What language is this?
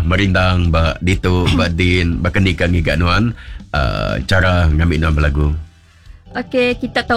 Iban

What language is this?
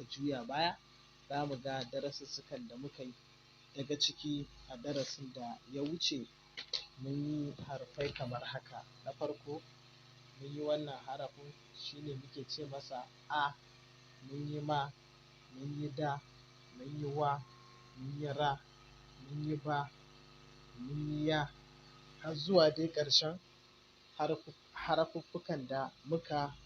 Hausa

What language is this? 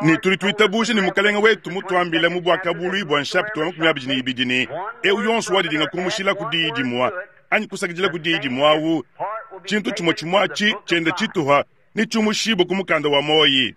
Luba-Lulua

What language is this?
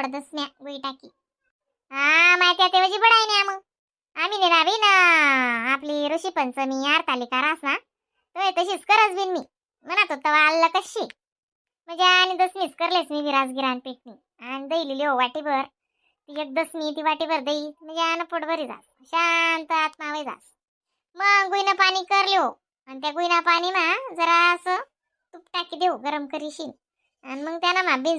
Khandesi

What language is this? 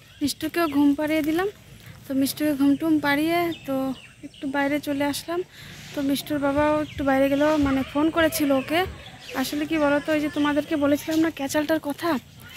Bangla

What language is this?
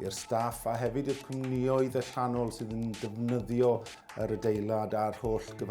Welsh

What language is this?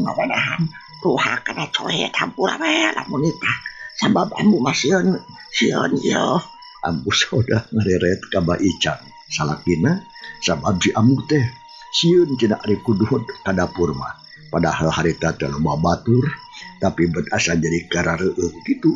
Sundanese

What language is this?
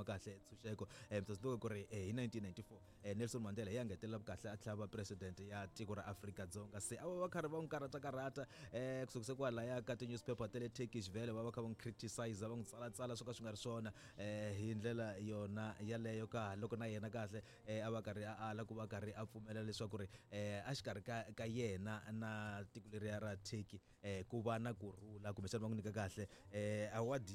Tsonga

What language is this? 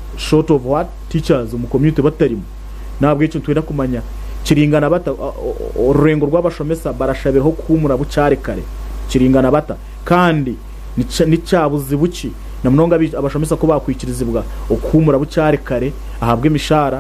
Nyankole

